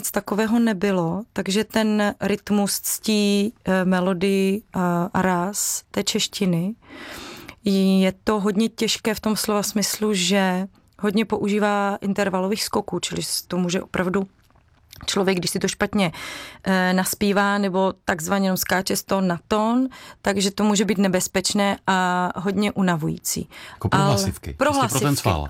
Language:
Czech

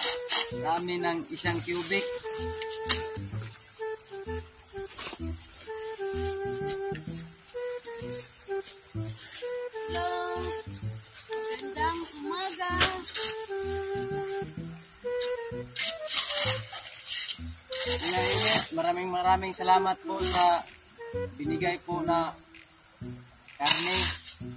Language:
Filipino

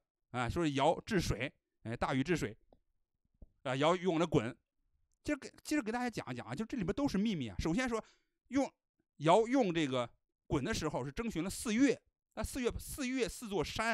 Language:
Chinese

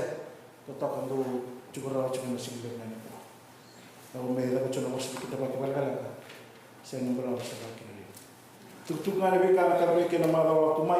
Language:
Fijian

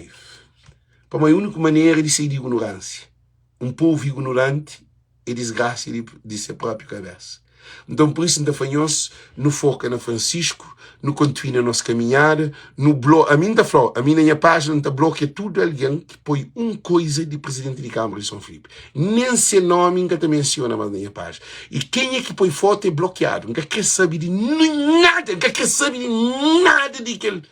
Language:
Kabuverdianu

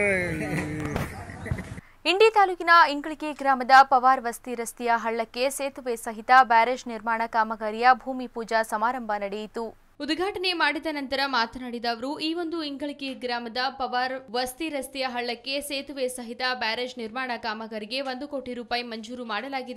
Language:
Kannada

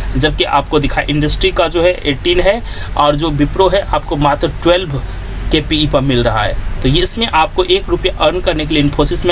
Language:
Hindi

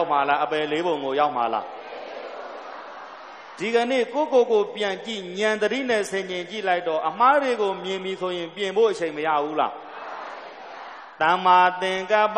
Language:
Burmese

